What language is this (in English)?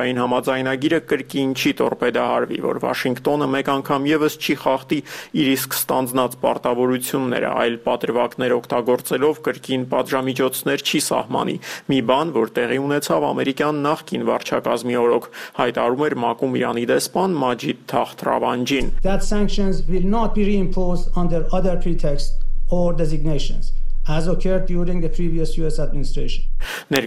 Armenian